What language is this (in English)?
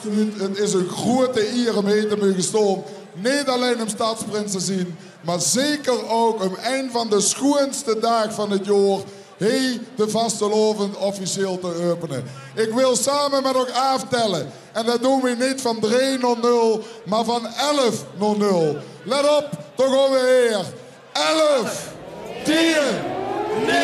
Limburgish